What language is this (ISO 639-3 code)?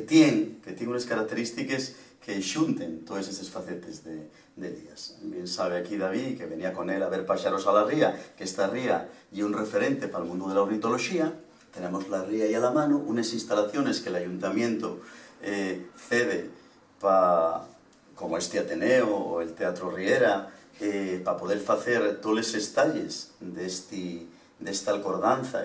ast